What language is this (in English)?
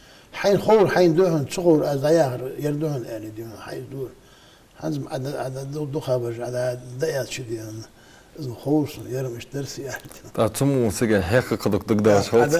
Ingush